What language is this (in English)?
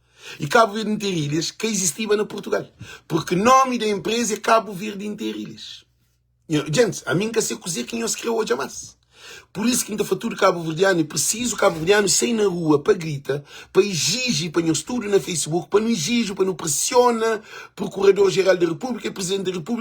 Kabuverdianu